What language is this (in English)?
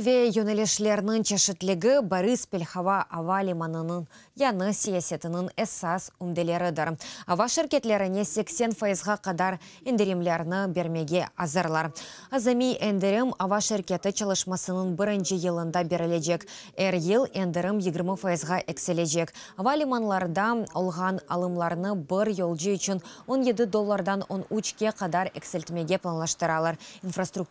Crimean Tatar